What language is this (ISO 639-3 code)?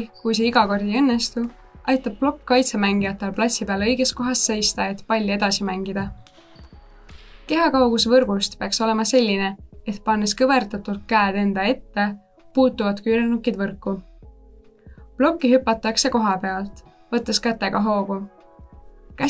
est